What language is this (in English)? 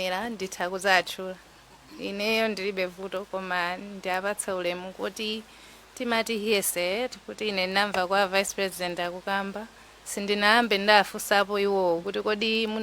Nyanja